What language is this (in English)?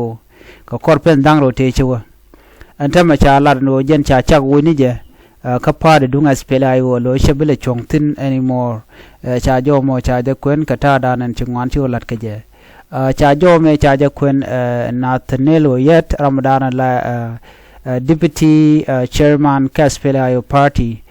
Nuer